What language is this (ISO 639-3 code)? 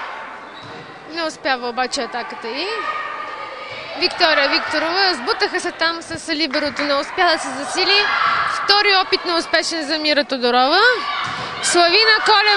bul